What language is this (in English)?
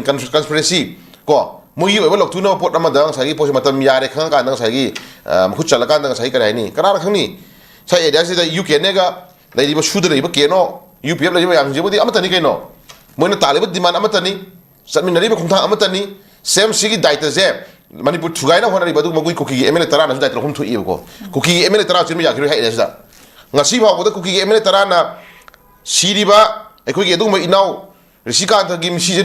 Manipuri